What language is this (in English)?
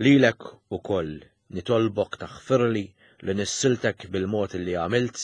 Maltese